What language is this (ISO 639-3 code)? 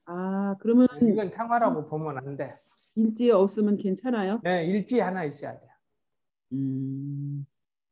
kor